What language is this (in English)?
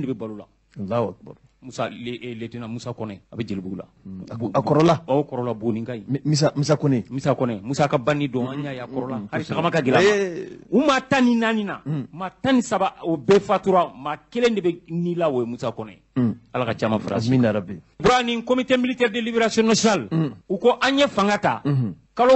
Bambara